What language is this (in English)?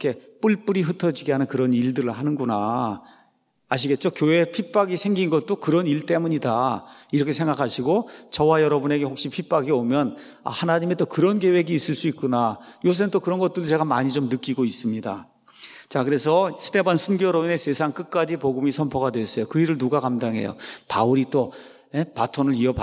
Korean